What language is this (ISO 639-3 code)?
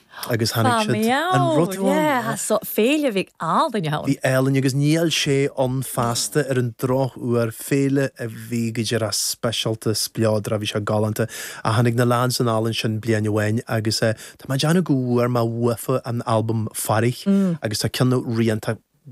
gle